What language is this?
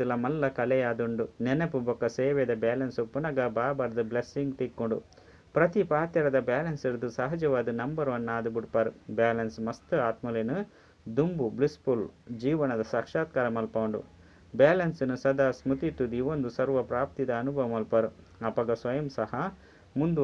Tulu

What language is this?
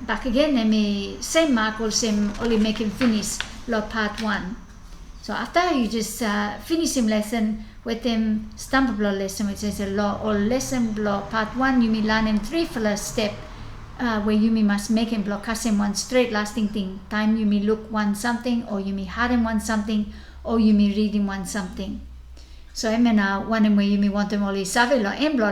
Bislama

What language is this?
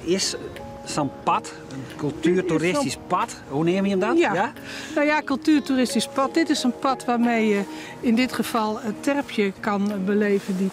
Western Frisian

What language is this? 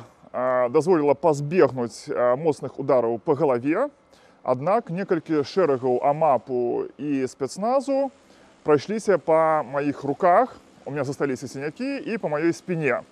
Belarusian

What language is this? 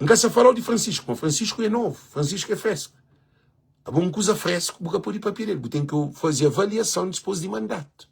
Kabuverdianu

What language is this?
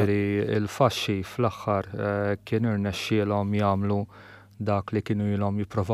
Maltese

